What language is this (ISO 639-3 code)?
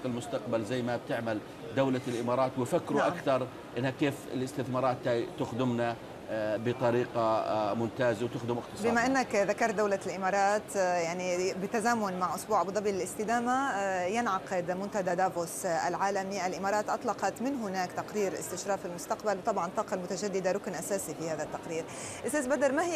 ara